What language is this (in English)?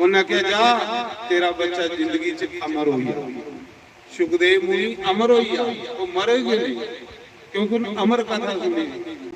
Dogri